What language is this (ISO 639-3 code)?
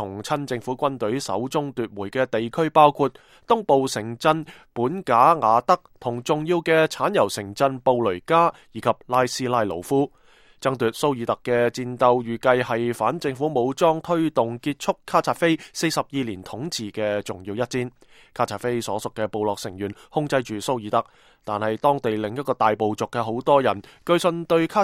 yue